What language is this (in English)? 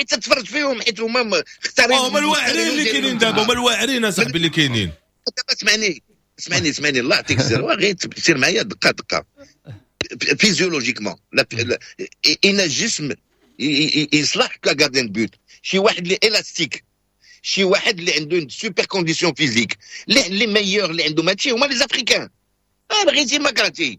Moroccan Arabic